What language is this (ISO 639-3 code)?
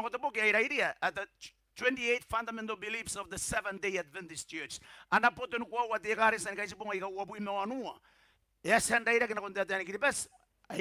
gil